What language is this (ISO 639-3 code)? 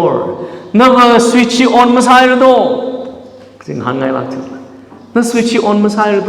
nmf